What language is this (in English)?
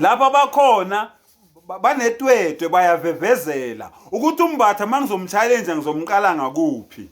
Zulu